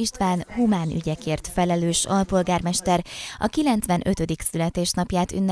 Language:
Hungarian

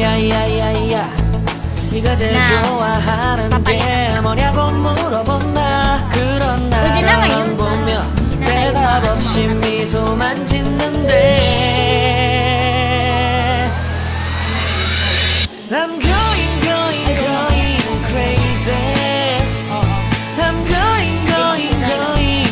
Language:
Korean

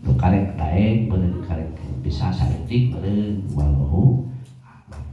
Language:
Sundanese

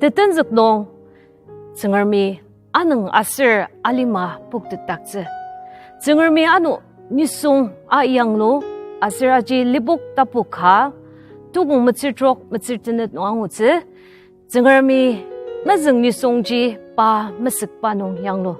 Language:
Ao Naga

